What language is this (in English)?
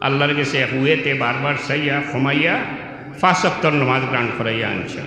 Sylheti